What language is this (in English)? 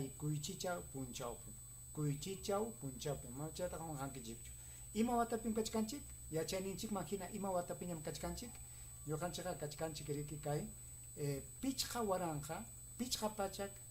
Ayacucho Quechua